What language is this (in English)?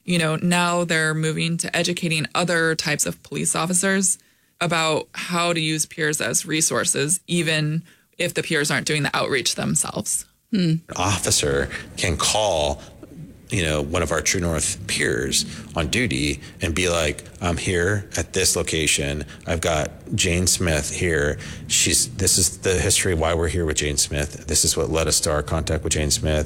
English